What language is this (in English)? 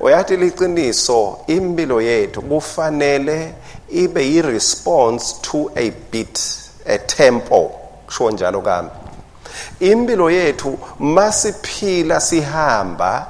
Swati